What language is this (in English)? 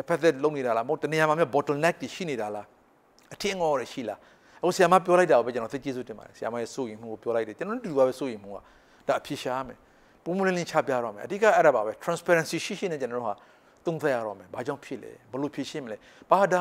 Burmese